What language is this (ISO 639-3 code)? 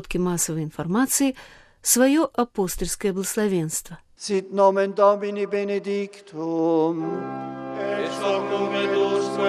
bel